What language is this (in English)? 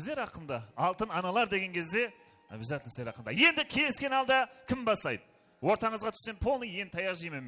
Kara-Kalpak